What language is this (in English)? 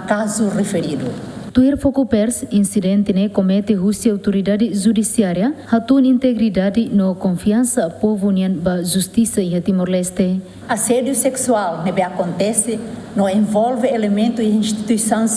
Tetum